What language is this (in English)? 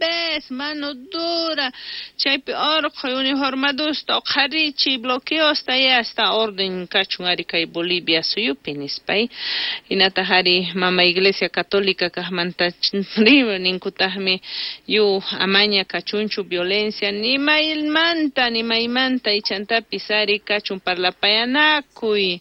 South Bolivian Quechua